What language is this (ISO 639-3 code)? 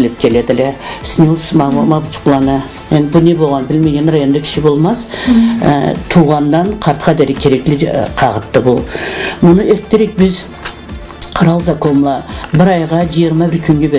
krc